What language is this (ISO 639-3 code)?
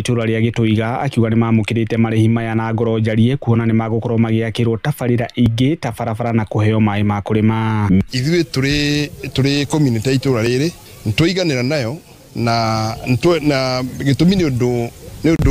kik